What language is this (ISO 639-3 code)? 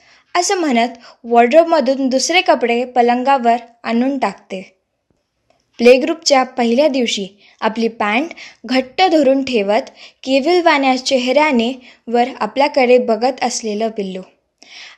mar